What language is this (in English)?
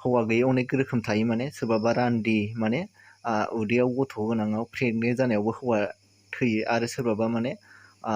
Bodo